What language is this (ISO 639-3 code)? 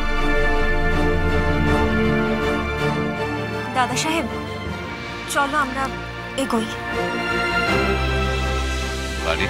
ben